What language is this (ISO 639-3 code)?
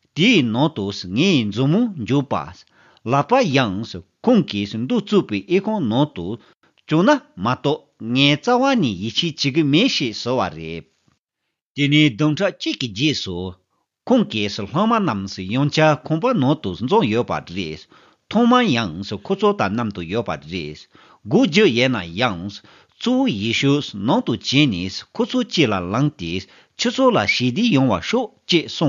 bod